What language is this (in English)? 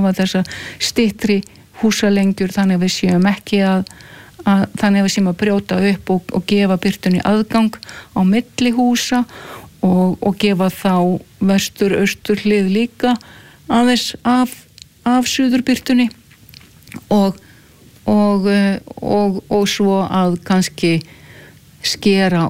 Icelandic